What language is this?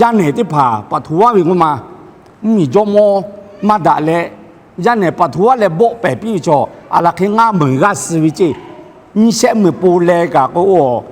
Lahu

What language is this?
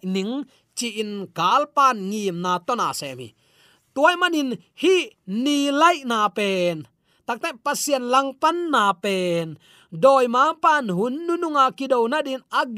Tedim Chin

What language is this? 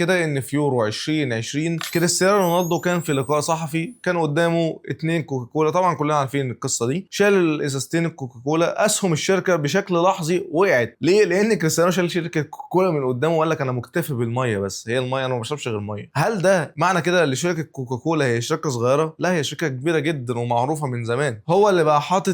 Egyptian Arabic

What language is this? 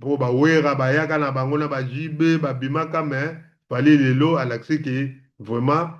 Lingala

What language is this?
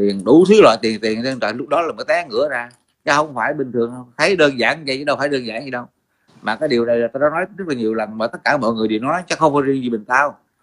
Vietnamese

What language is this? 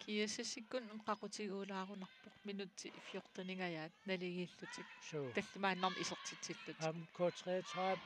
Kalaallisut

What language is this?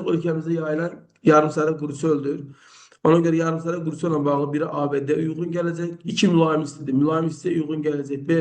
Azerbaijani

